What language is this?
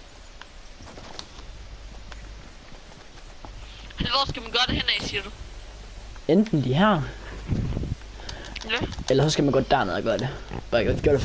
Danish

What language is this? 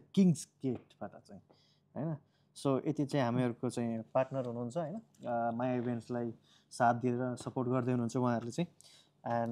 Nepali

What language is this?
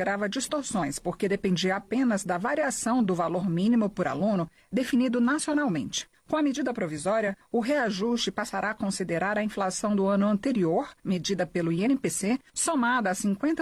Portuguese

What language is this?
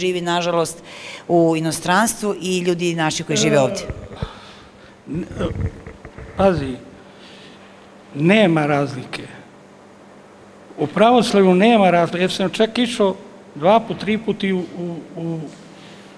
Serbian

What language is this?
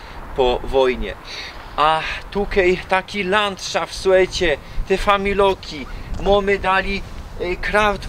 Silesian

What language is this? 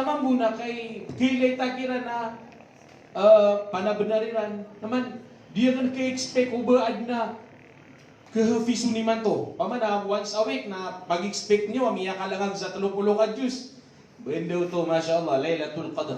Maranao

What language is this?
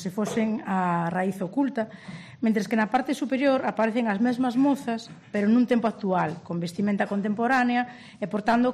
Galician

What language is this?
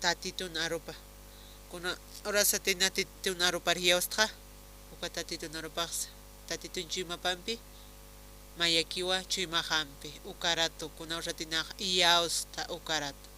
Aymara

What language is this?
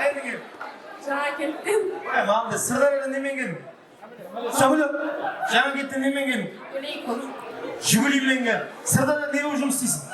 Kara-Kalpak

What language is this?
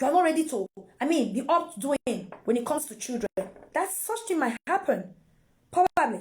Nigerian Pidgin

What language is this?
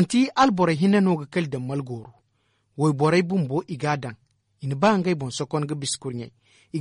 Zarma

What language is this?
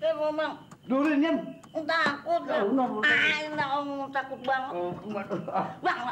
Betawi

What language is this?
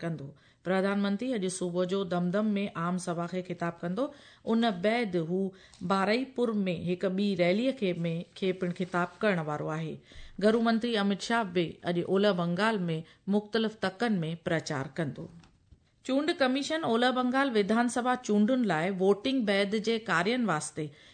Sindhi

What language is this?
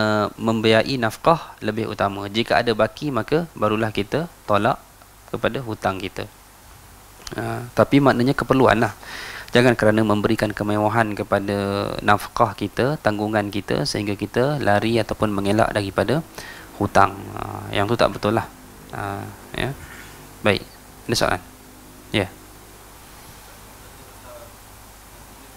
Malay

